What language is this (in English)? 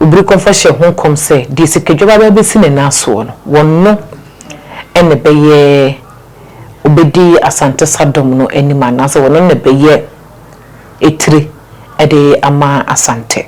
Akan